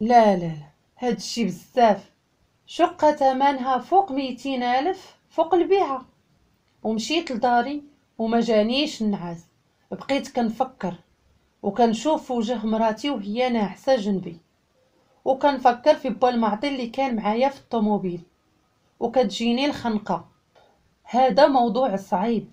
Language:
Moroccan Arabic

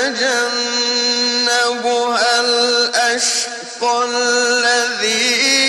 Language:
Hindi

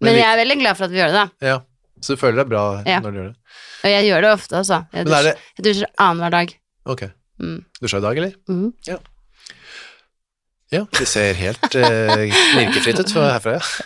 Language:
Norwegian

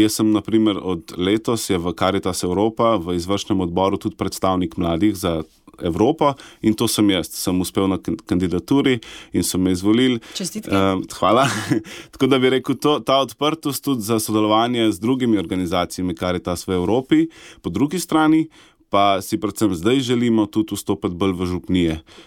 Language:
Slovenian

